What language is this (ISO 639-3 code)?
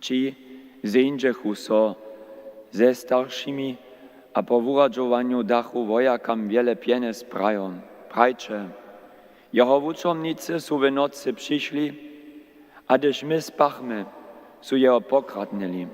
hsb